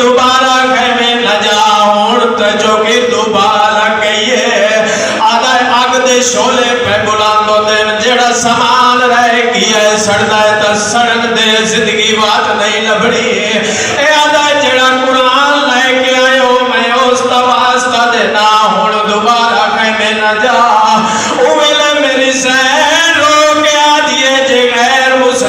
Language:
Saraiki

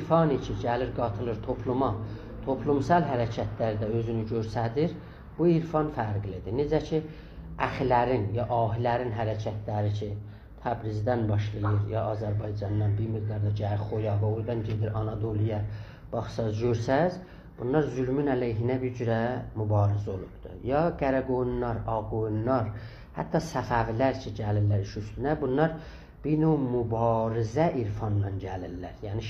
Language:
South Azerbaijani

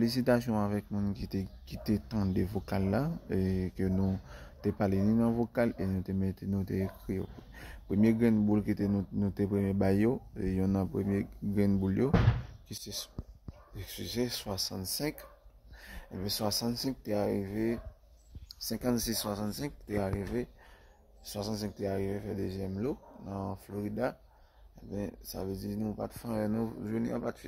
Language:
Haitian Creole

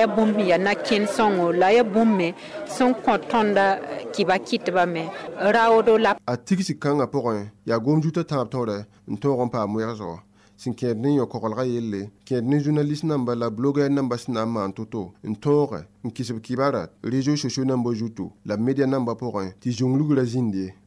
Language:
Mossi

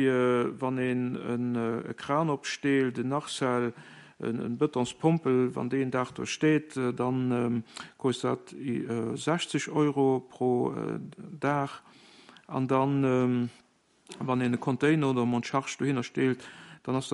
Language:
Luxembourgish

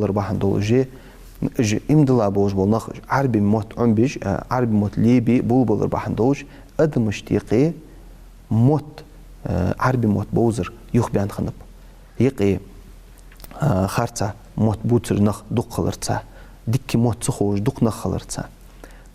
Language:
Ingush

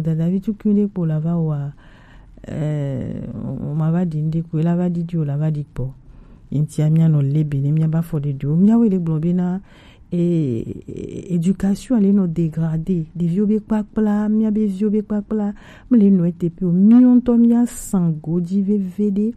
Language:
Gen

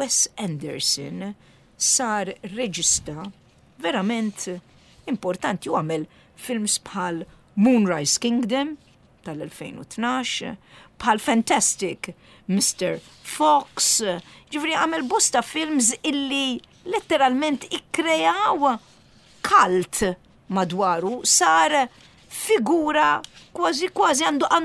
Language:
Maltese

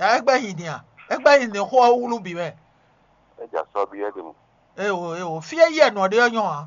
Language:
Fon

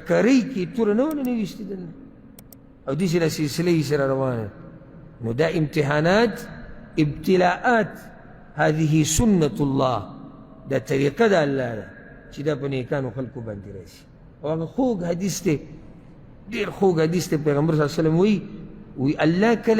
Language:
Pashto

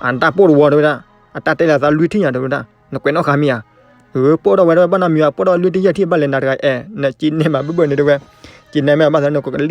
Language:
S'gaw Karen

